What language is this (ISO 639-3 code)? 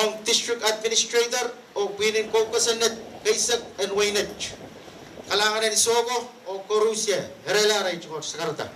pon